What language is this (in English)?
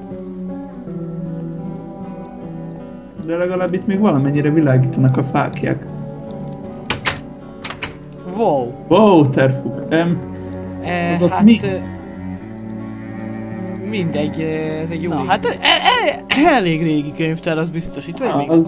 Hungarian